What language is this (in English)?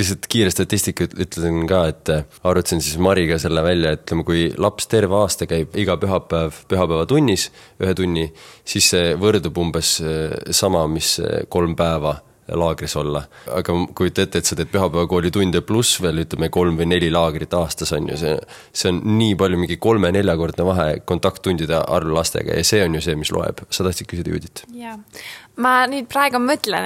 Estonian